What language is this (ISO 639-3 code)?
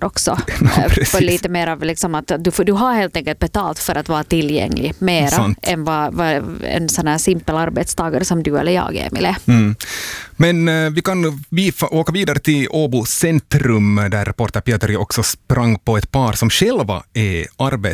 swe